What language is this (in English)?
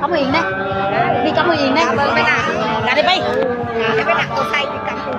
Nung (Viet Nam)